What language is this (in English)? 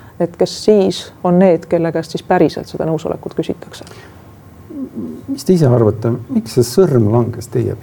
Estonian